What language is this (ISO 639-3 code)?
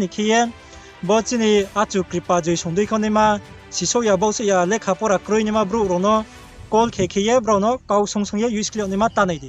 ria